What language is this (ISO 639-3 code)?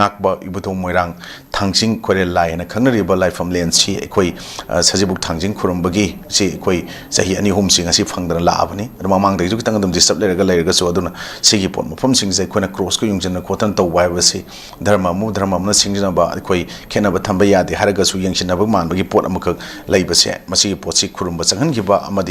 mni